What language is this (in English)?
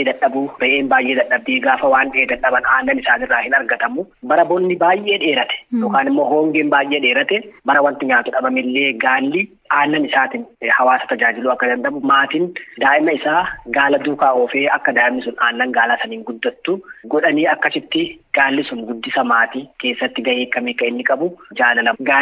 Oromo